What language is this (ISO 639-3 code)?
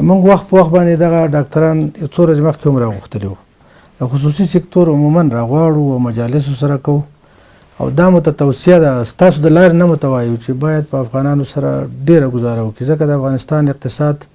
pus